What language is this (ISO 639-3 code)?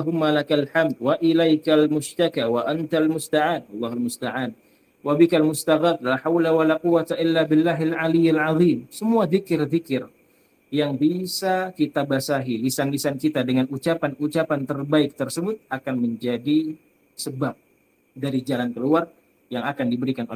ind